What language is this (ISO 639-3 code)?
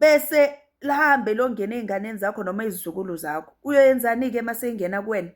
zul